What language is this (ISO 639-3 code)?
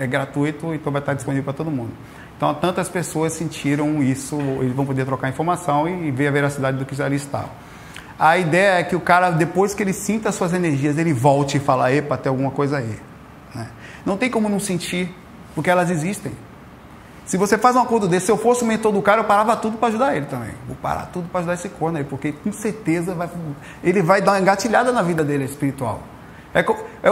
por